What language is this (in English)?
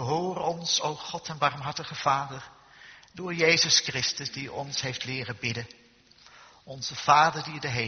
Dutch